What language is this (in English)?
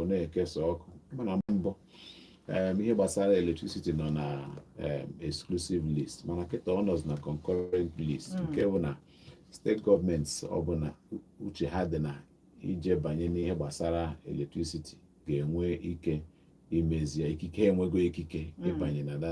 Igbo